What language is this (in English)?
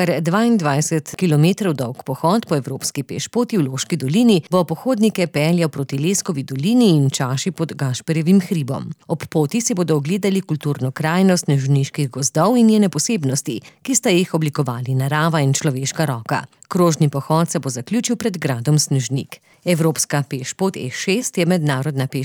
Slovenian